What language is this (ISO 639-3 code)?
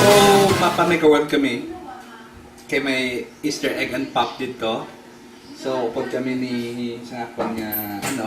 hil